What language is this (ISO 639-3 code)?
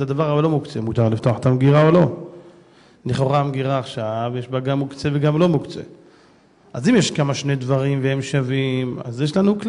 heb